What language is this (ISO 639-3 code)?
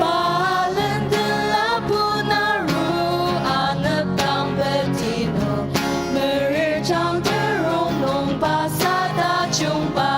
njo